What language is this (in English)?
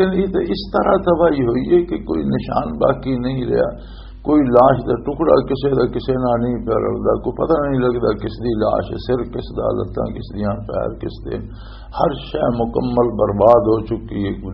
Western Panjabi